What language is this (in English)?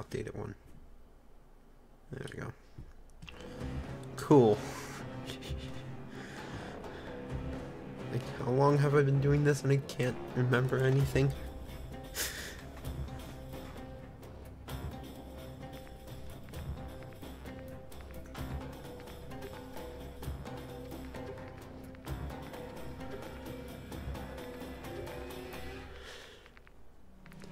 English